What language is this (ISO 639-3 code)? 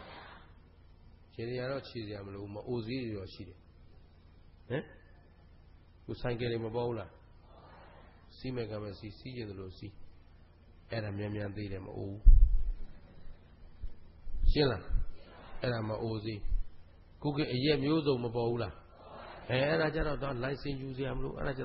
mya